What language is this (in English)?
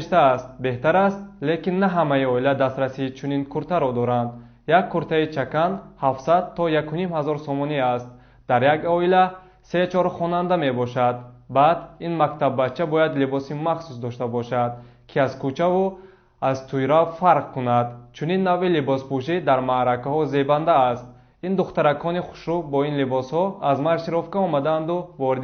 Tajik